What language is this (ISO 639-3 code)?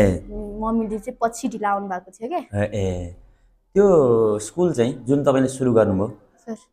nep